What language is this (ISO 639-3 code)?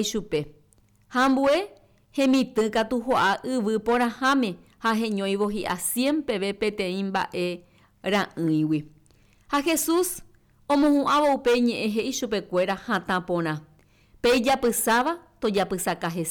grn